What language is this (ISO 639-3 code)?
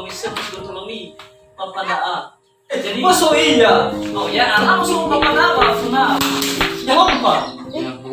nia